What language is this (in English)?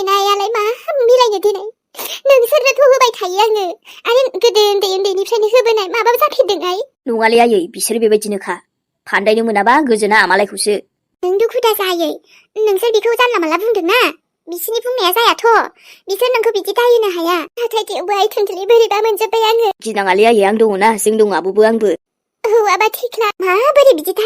Bodo